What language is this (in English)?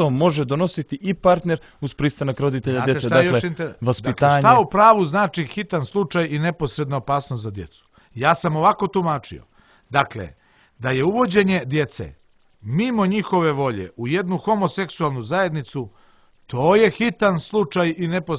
Serbian